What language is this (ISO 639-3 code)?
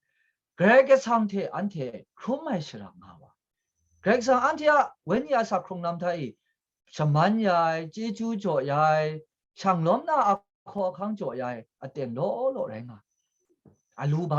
kac